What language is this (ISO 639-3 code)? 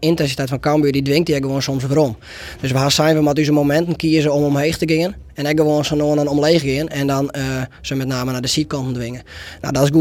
fry